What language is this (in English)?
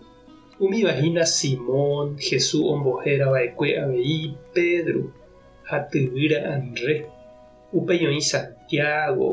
Guarani